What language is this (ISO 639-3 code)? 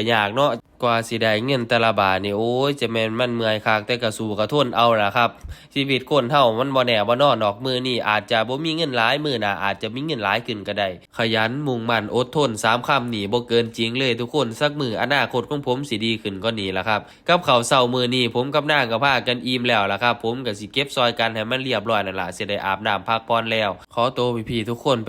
tts